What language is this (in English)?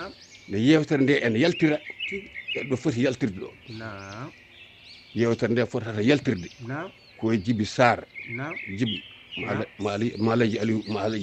Fula